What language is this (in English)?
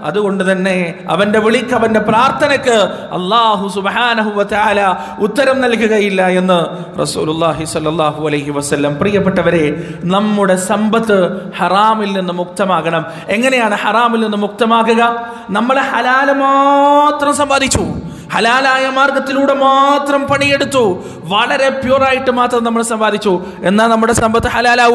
Malayalam